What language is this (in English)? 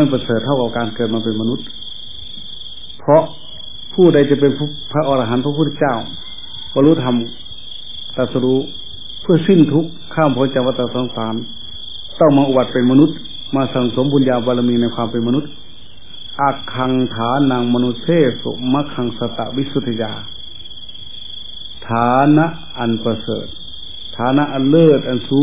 Thai